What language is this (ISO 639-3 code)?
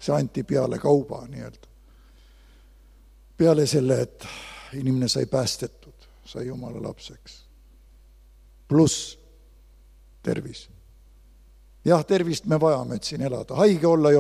est